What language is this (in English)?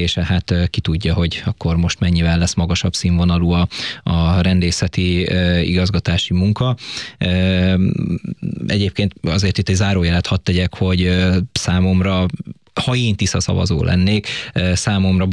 Hungarian